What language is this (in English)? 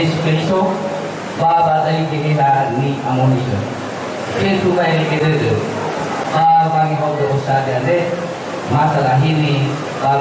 Nias